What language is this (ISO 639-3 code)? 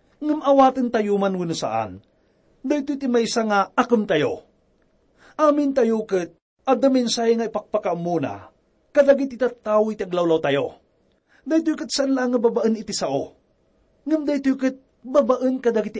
ilo